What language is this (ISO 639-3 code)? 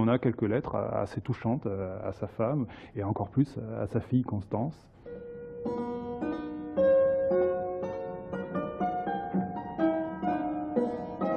fra